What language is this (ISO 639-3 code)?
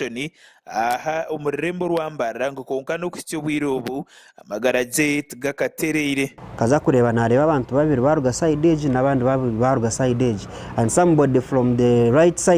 nyn